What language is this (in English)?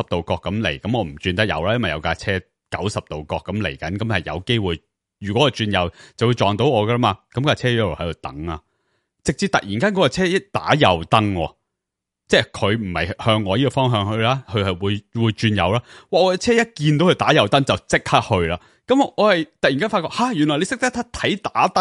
Cantonese